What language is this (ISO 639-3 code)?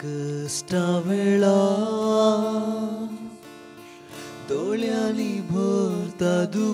kok